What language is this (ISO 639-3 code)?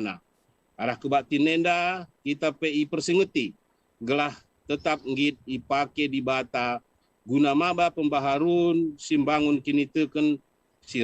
btx